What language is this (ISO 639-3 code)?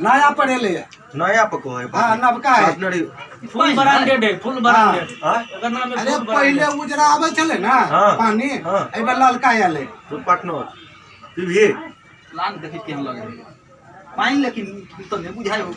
mai